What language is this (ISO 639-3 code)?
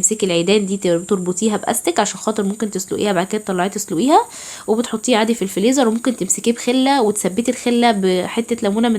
arz